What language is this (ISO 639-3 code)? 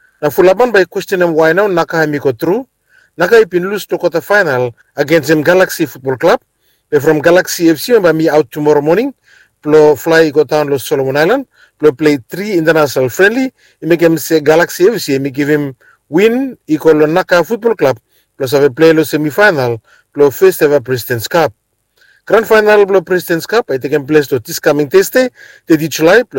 bis